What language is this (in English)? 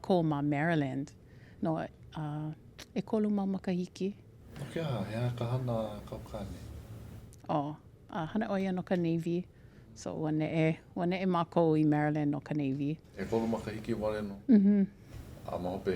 Hawaiian